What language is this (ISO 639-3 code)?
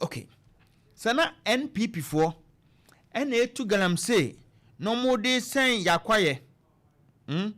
aka